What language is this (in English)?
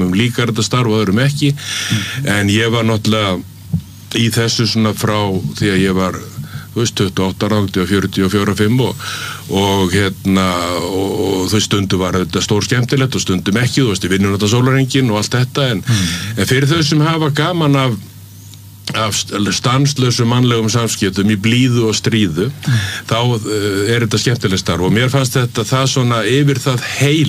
Icelandic